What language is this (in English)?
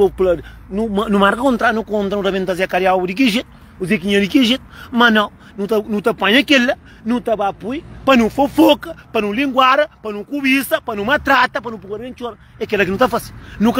Kabuverdianu